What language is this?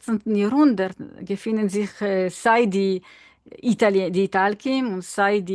Yiddish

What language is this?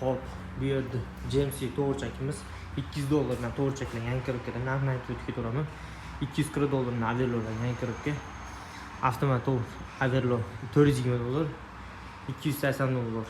Uzbek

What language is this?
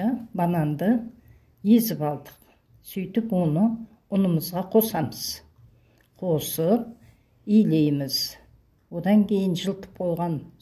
Kazakh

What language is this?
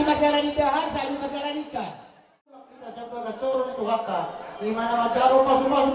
Batak Toba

